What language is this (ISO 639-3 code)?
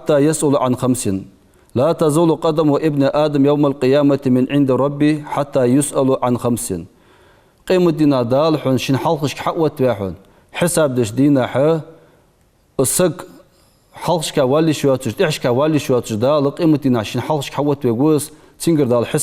inh